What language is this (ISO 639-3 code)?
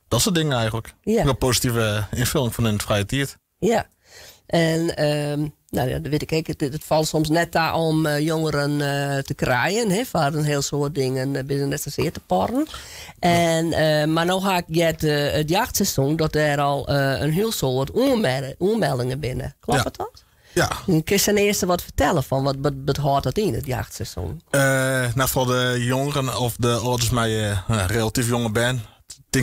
fry